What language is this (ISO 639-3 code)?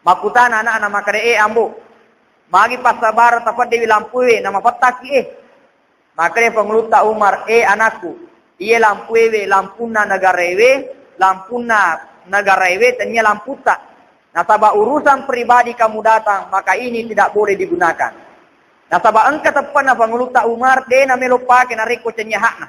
bug